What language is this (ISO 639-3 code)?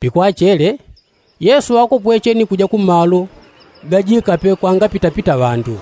yao